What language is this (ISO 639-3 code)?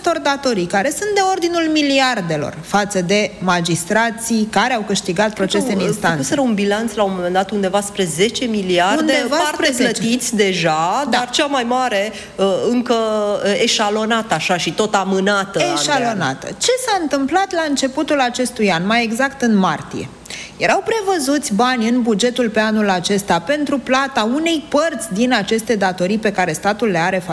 ron